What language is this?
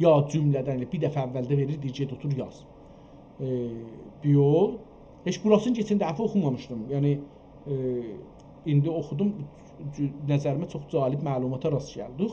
South Azerbaijani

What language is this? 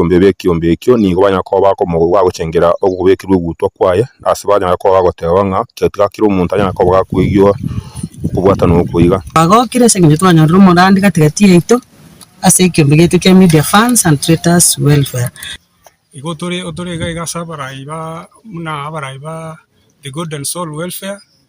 Gusii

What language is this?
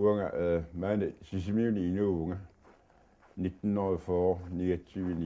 Kalaallisut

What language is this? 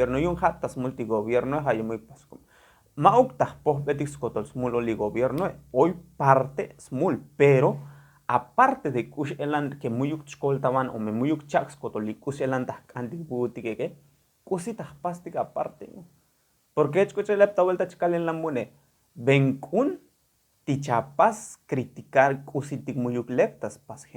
Tzotzil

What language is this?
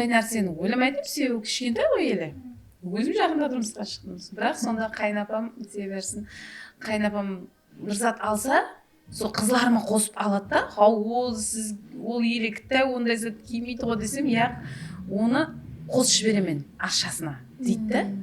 Kara-Kalpak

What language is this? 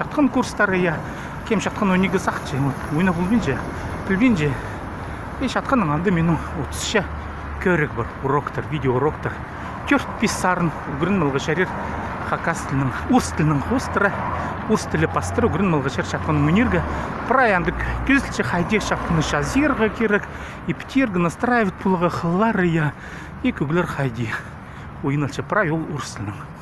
Khakas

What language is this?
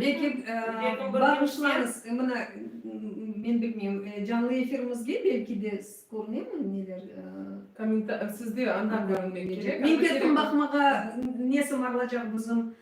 Crimean Tatar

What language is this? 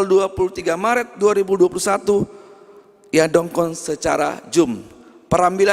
Batak Simalungun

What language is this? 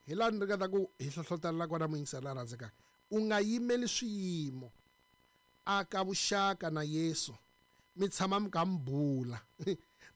Tsonga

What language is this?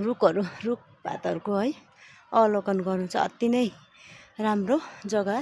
Nepali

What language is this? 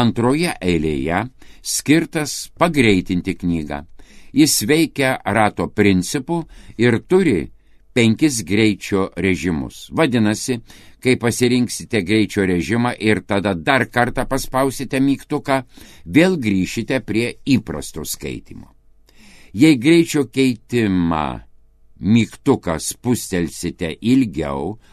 Lithuanian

